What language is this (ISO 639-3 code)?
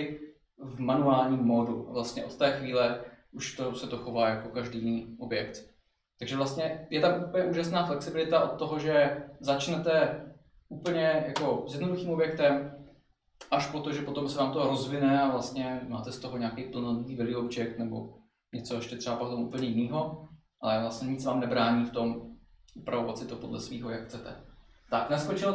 ces